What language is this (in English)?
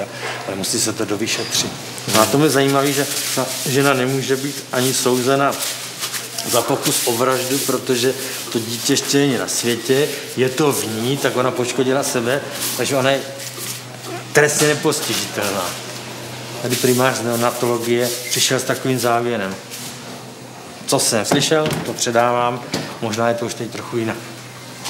Czech